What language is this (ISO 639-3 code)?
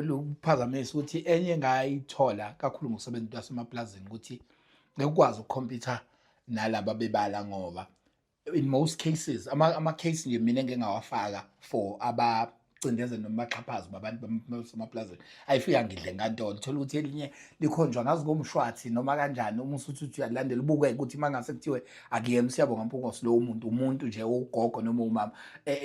zul